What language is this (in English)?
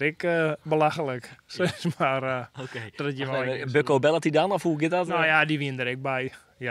Western Frisian